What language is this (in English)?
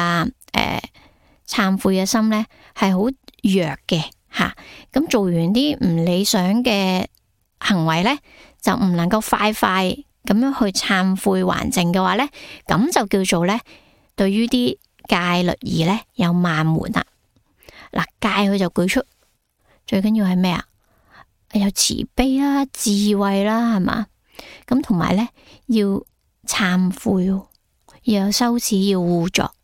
Cantonese